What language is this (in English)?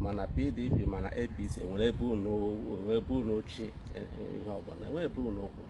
Igbo